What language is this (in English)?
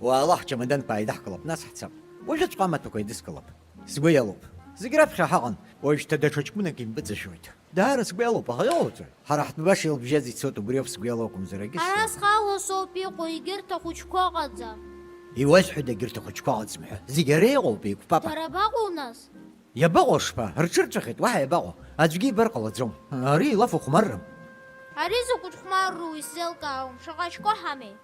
Abkhazian